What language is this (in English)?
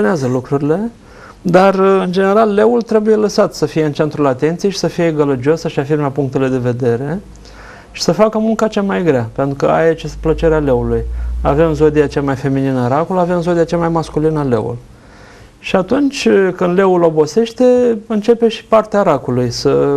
Romanian